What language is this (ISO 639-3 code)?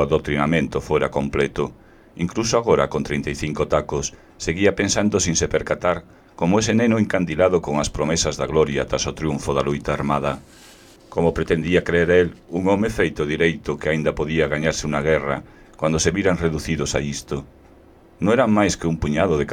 glg